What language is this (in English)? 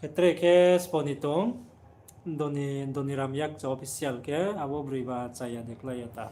Riang (India)